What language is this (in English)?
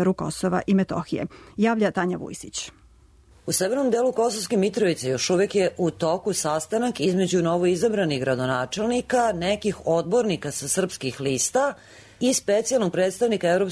Serbian